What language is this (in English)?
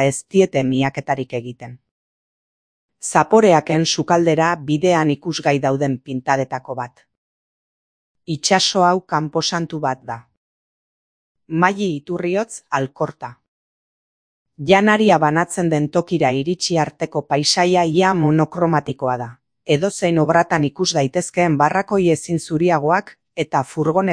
Basque